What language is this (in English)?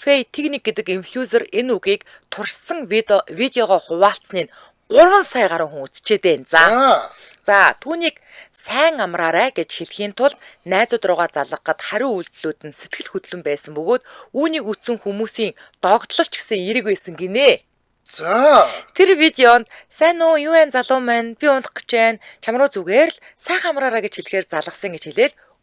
Mongolian